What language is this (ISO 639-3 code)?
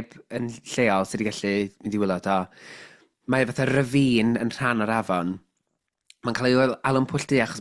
cym